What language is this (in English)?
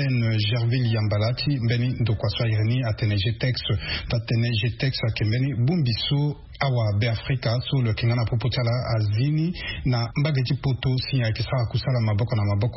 Sango